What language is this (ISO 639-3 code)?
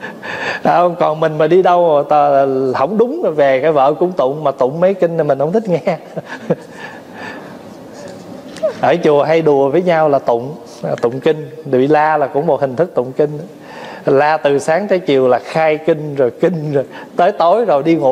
vie